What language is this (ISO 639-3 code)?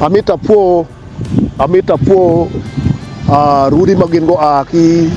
ach